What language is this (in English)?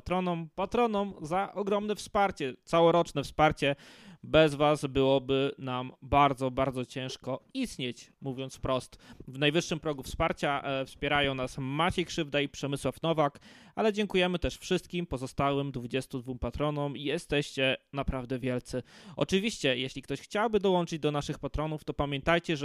Polish